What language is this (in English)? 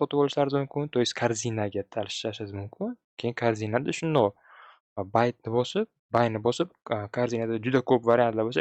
Uzbek